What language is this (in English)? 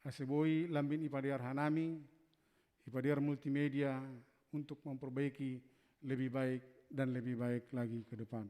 Batak Simalungun